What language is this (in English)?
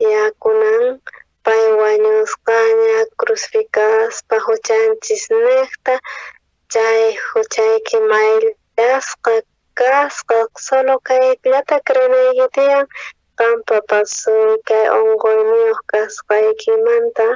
South Bolivian Quechua